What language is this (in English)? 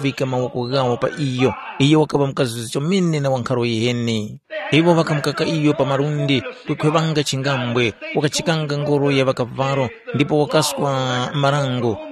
Tumbuka